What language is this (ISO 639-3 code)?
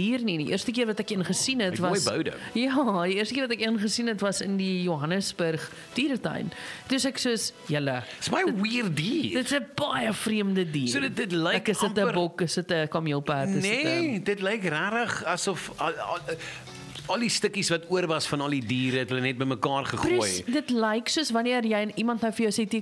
afr